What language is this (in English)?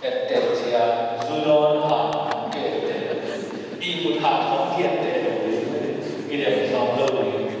Tedim Chin